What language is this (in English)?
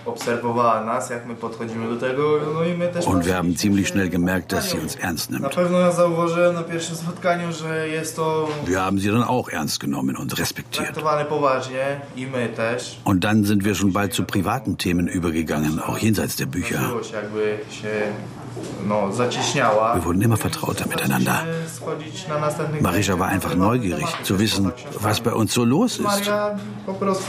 German